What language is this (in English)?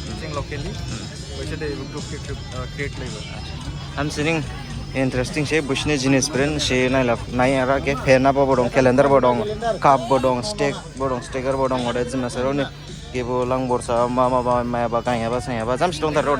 Dimasa